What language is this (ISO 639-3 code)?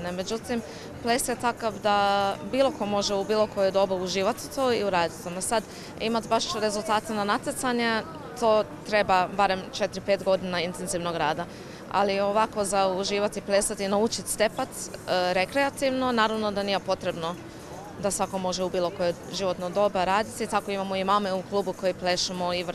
hrv